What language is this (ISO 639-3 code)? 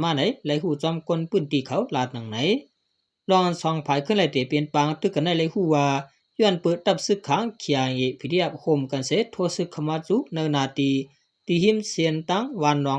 shn